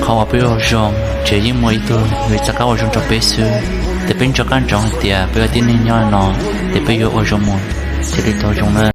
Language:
Hmong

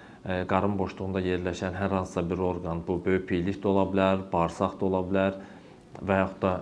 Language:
Azerbaijani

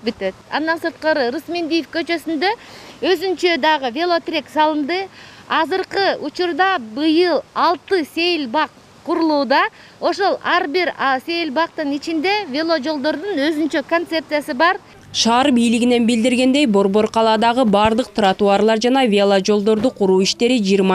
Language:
Kyrgyz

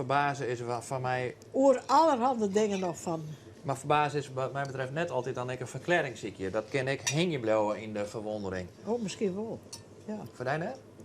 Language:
Western Frisian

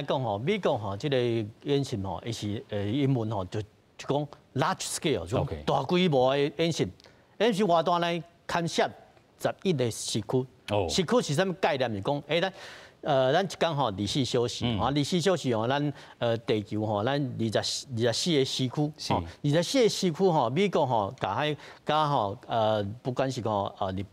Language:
Min Nan Chinese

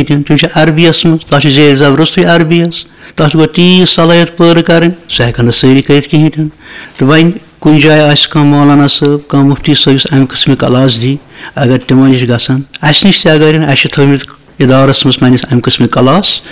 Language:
Kashmiri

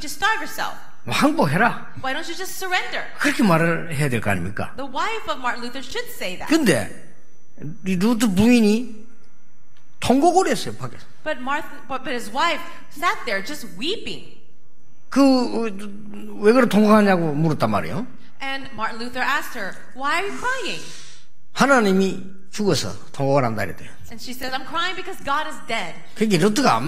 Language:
Korean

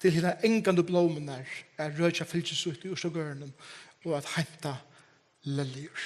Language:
Faroese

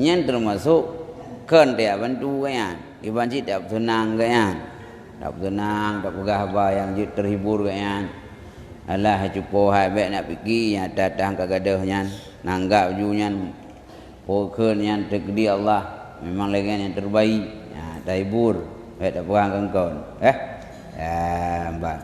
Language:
Achinese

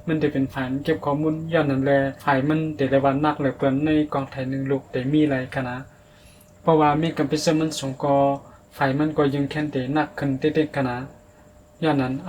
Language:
Shan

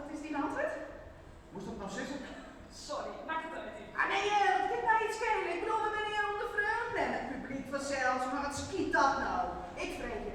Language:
Western Frisian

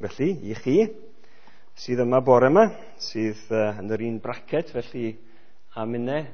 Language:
Welsh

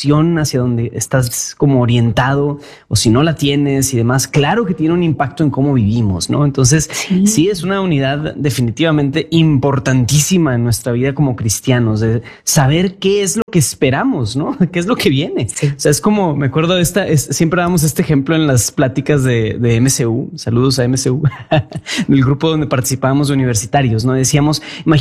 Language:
Spanish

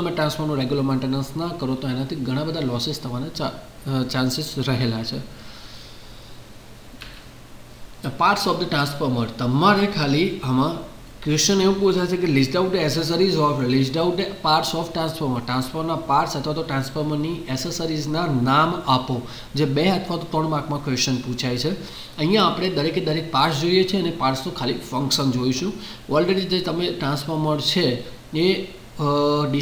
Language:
Gujarati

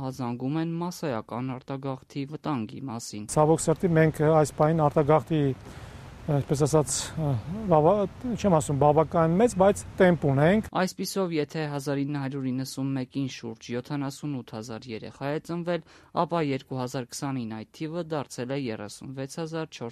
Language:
Armenian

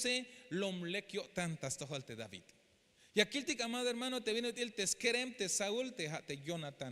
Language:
Tzeltal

